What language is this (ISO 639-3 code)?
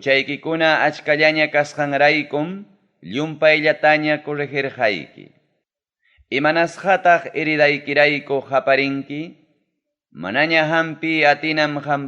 quy